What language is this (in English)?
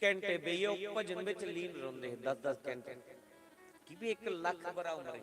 Dogri